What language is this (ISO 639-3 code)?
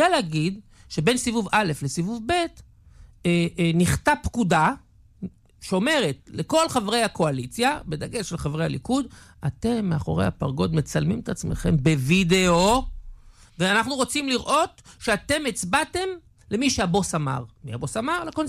heb